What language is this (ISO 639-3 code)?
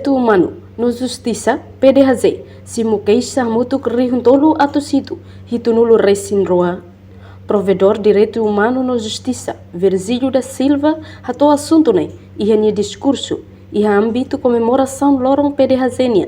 tet